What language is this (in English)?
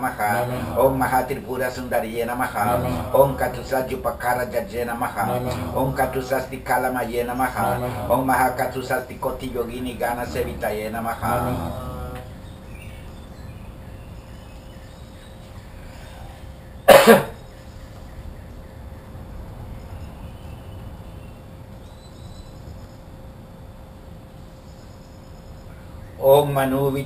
Sanskrit